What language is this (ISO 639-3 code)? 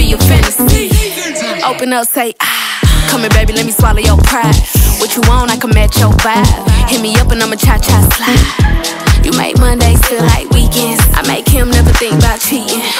eng